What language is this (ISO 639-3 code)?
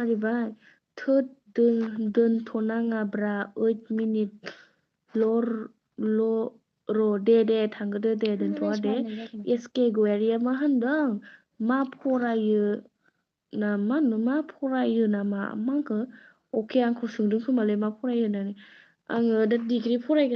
brx